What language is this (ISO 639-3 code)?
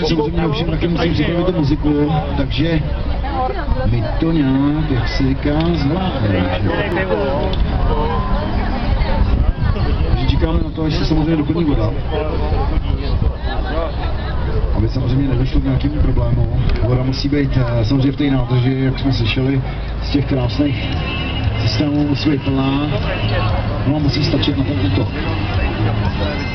ces